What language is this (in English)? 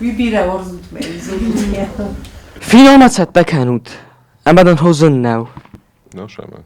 Ossetic